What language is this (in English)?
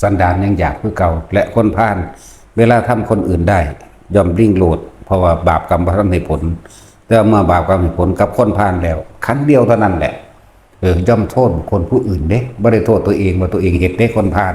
Northeastern Thai